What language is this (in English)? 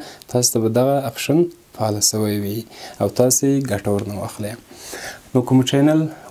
Pashto